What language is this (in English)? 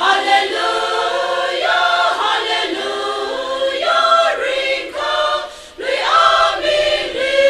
Tangkhul Naga (India)